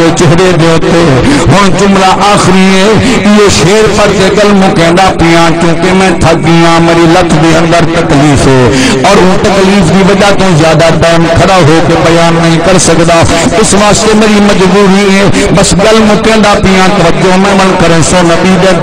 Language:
Saraiki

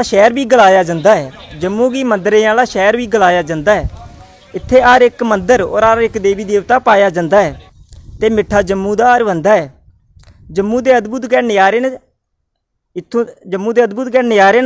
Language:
Dogri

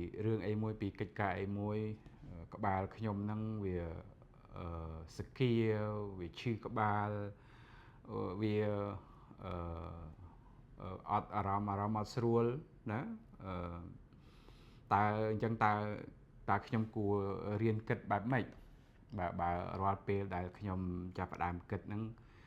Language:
Khmer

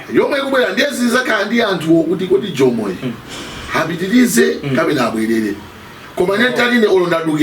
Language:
Nyanja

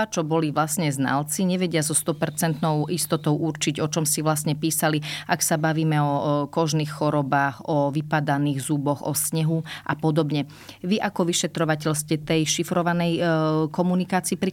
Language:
Slovak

